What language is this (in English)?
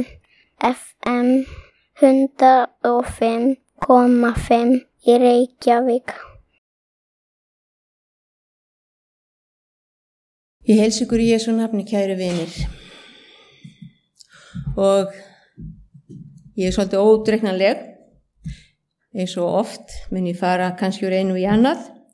Icelandic